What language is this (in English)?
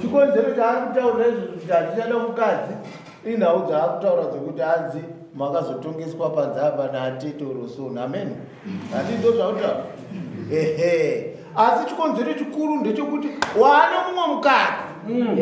Shona